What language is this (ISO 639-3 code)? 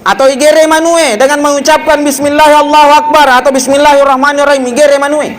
bug